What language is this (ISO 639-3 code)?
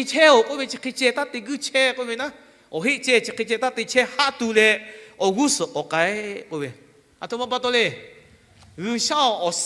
lhu